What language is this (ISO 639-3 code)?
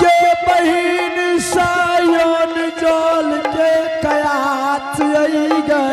anp